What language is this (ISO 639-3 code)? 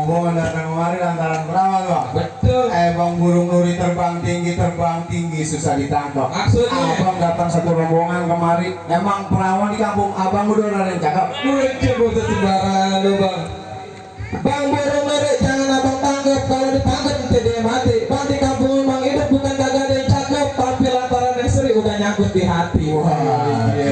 bew